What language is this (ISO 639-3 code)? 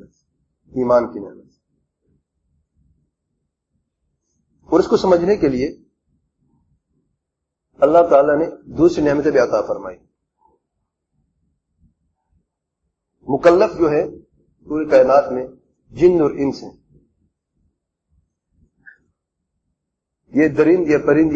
urd